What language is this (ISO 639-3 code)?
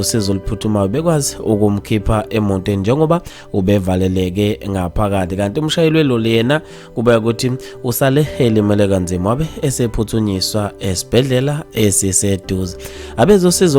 zul